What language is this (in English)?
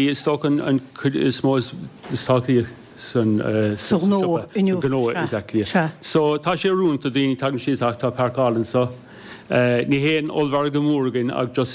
Irish